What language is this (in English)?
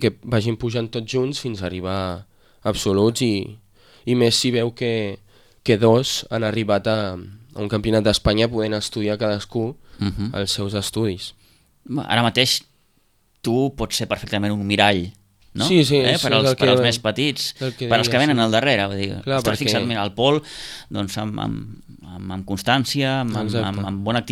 Catalan